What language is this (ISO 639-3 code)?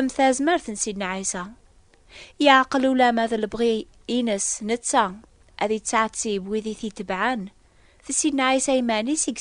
kab